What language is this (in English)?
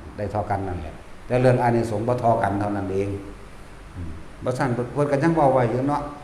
Northeastern Thai